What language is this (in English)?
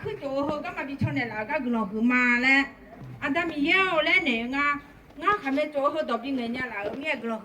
Akha